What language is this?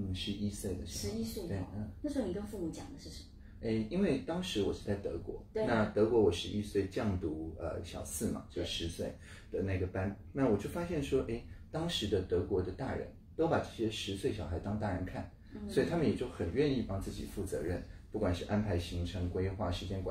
Chinese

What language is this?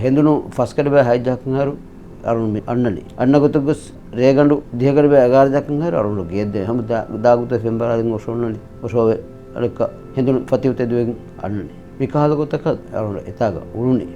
Divehi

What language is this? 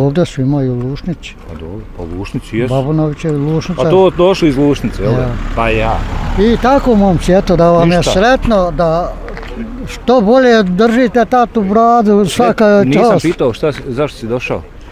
Bosnian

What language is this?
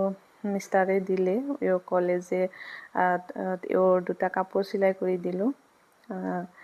Assamese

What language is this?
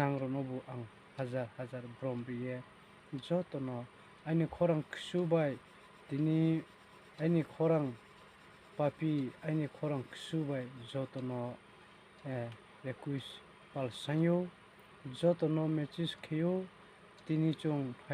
Riang (India)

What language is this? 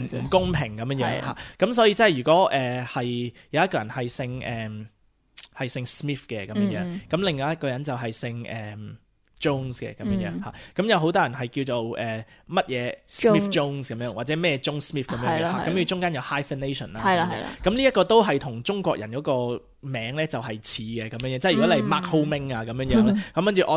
Cantonese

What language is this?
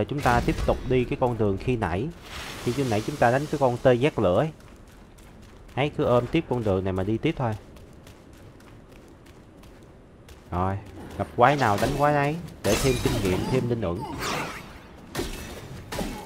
Vietnamese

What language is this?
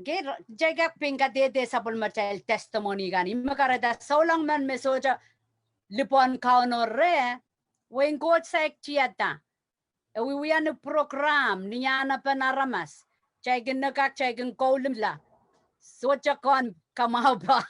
Pohnpeian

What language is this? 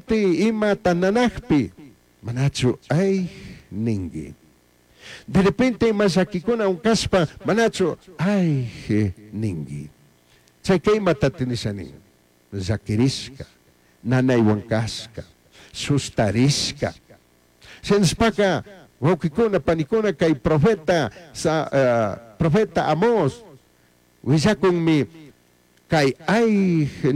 Chimborazo Highland Quichua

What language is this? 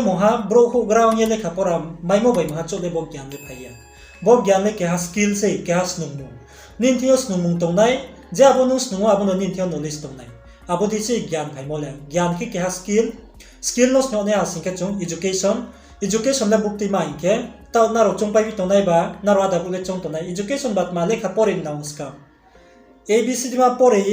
Riang (India)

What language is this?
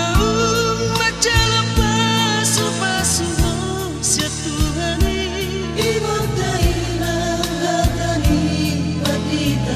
Batak Toba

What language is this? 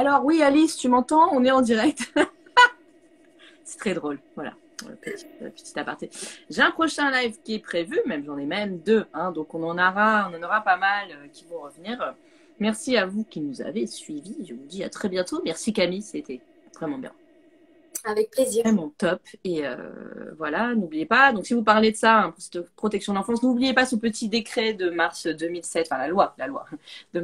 French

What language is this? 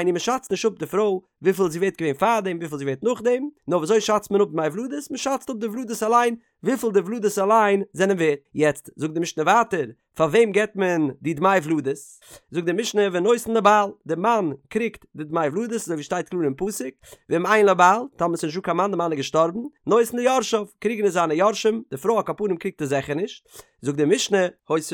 Yiddish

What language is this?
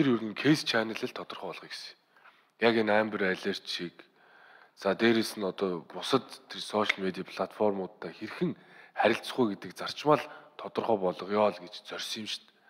Mongolian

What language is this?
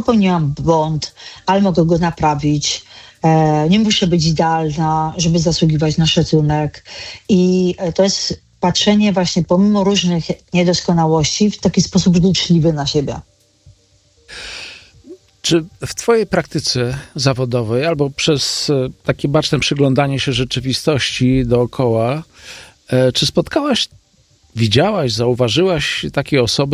Polish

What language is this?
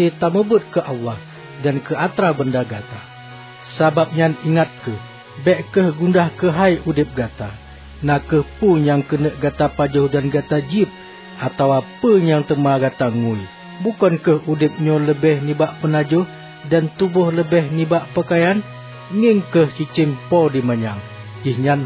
Achinese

